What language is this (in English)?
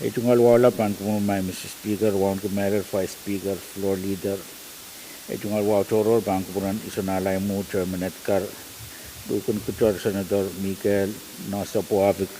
Pohnpeian